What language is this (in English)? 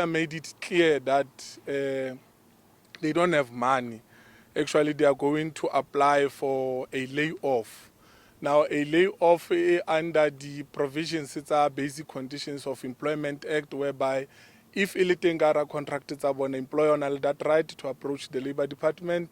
Southern Sotho